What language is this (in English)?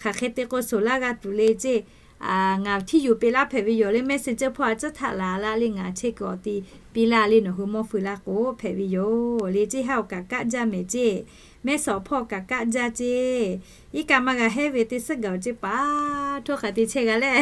Lahu